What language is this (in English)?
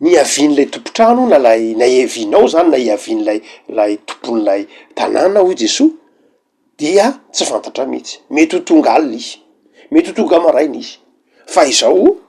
Malagasy